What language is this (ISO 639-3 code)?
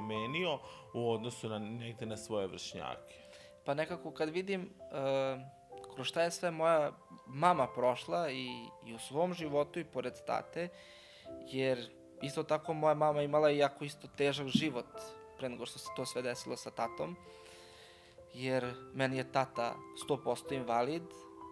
srp